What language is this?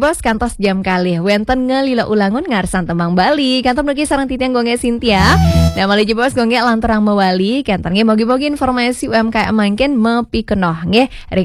Balinese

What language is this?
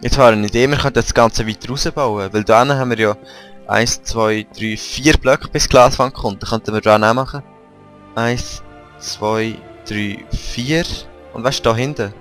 Swiss German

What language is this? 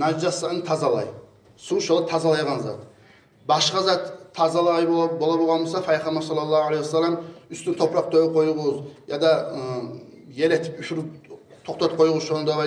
Kumyk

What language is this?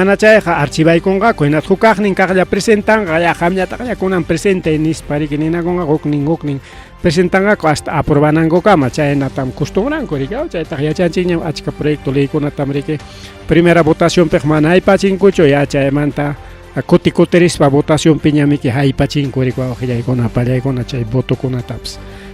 Ayacucho Quechua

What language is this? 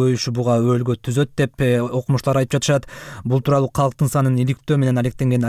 Kyrgyz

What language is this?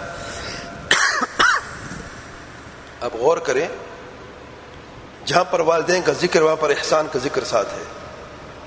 Urdu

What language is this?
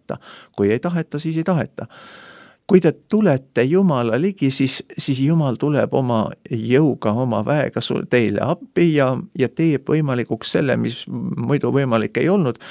Estonian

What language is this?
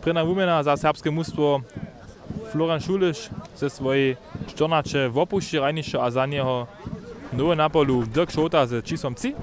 Upper Sorbian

